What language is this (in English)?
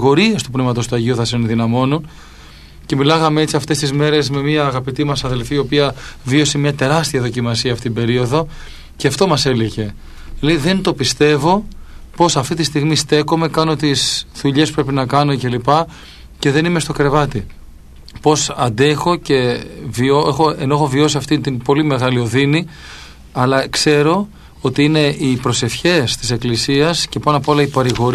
Greek